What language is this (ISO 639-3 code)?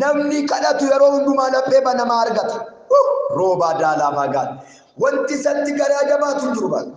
orm